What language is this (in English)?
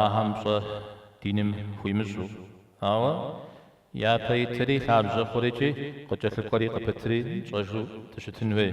Kabardian